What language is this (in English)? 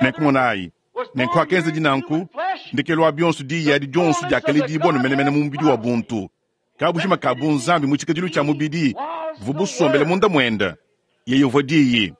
Luba-Lulua